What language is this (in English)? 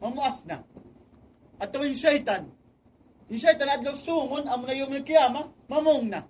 Tausug